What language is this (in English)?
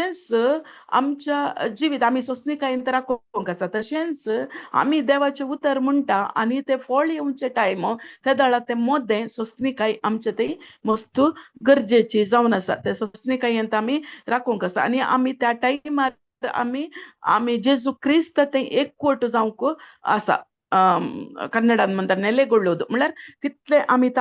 Konkani